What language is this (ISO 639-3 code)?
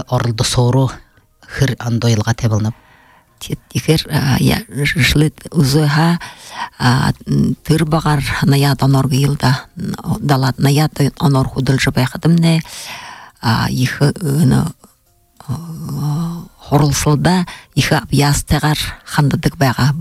bua